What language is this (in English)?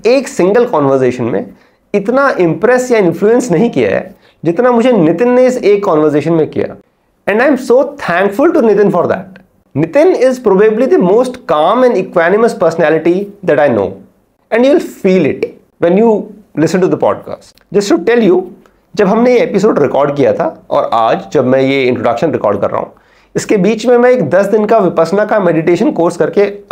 Hindi